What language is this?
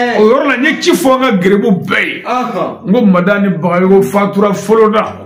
Bambara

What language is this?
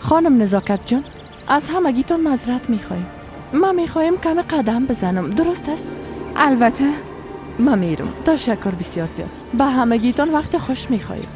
Persian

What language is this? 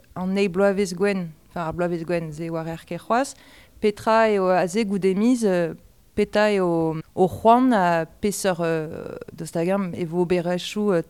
Breton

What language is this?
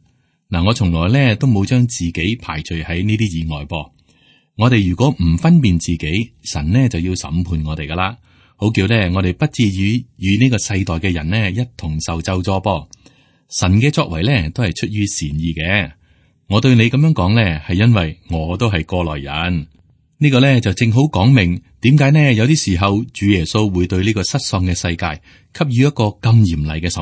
Cantonese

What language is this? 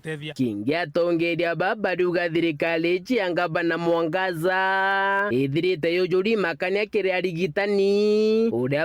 Meru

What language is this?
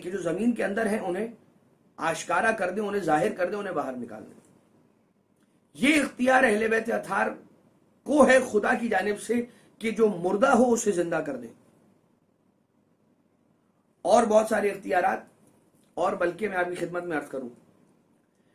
Urdu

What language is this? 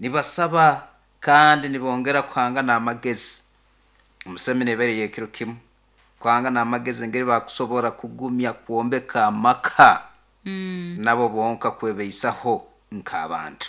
Nyoro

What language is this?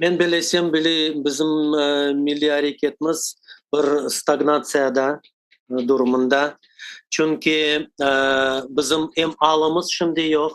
Crimean Tatar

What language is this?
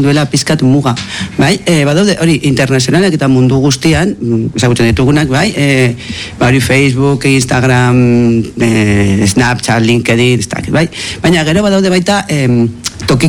Basque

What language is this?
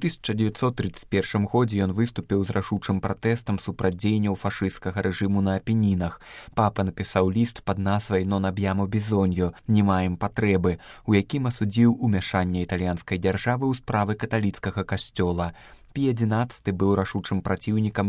Belarusian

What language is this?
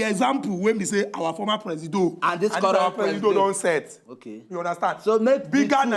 Nigerian Pidgin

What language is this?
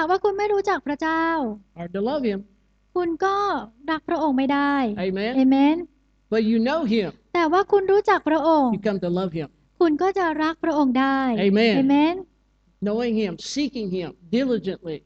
Thai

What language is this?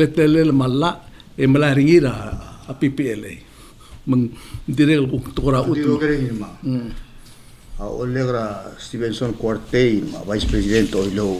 Palauan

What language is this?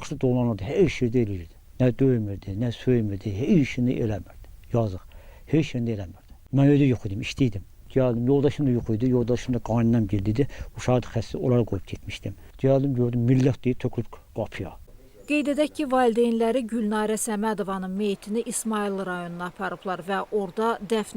Azerbaijani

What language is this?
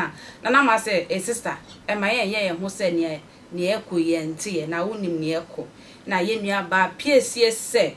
Akan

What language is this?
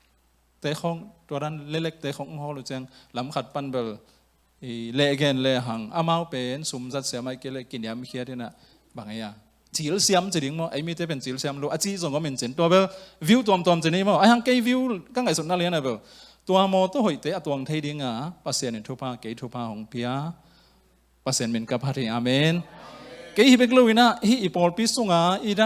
Tedim Chin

